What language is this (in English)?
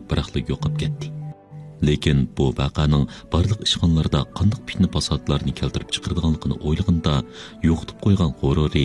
Uyghur